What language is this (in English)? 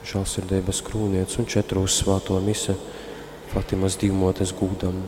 Latgalian